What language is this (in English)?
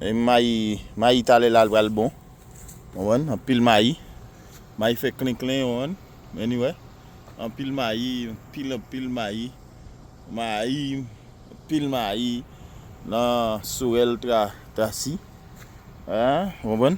Haitian Creole